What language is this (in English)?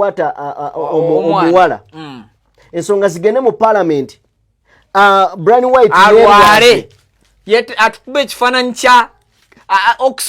Ganda